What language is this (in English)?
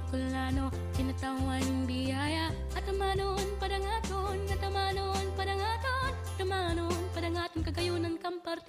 Bikol